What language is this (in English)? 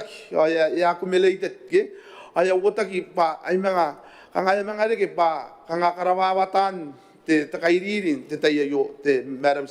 Gilbertese